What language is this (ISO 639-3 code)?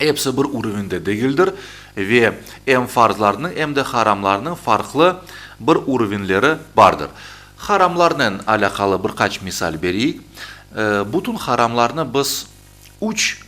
crh